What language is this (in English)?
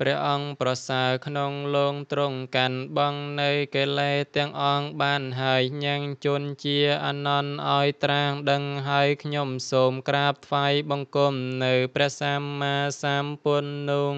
Khmer